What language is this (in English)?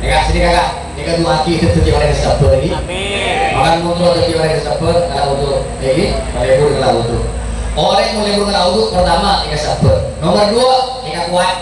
Madurese